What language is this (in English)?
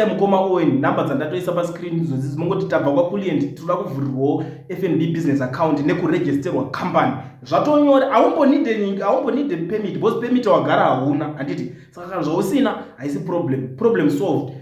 Shona